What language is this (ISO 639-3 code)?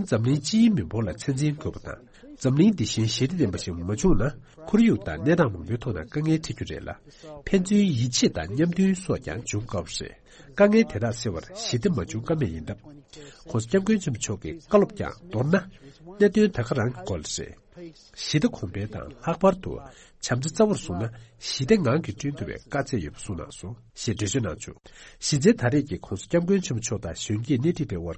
bod